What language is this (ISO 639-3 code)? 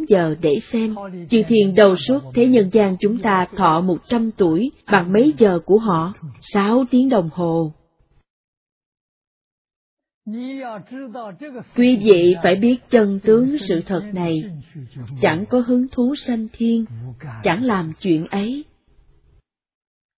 vie